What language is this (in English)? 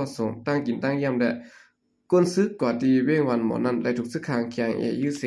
Shan